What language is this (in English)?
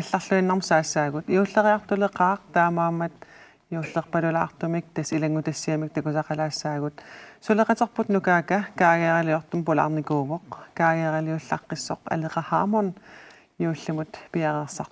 Kalaallisut